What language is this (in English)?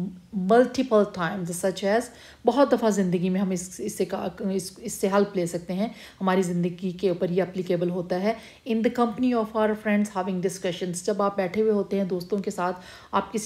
Urdu